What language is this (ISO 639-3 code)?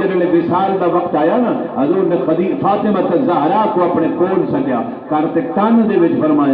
skr